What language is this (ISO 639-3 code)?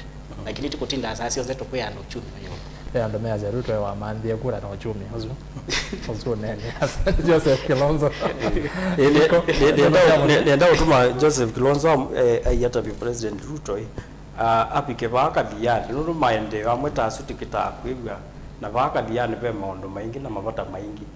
kam